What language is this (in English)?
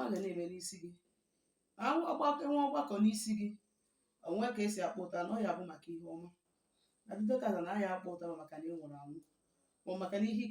Igbo